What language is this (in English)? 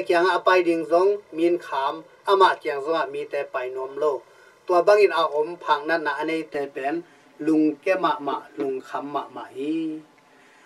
Tedim Chin